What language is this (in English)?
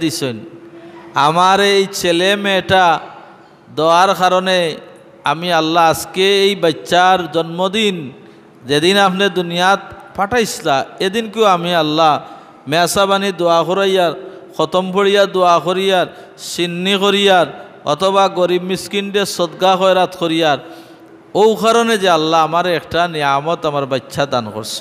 Sylheti